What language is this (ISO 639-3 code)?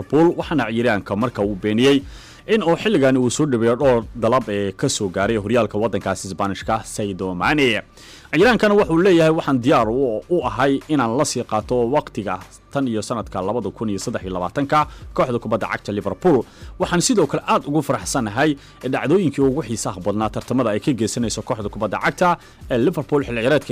som